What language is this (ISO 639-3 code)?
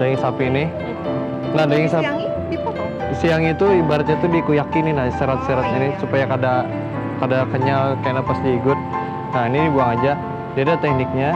bjn